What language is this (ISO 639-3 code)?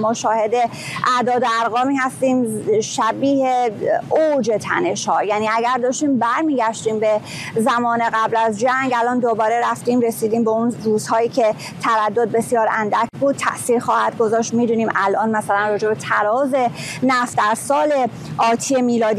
fas